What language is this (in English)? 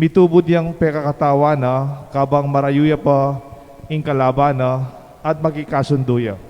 Pampanga